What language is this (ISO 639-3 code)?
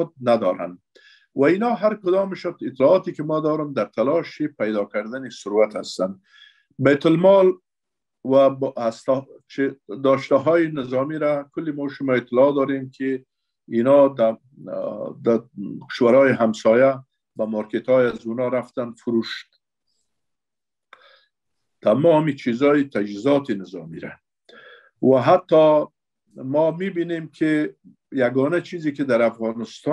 fas